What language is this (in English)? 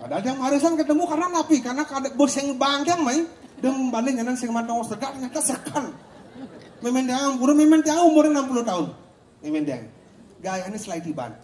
Balinese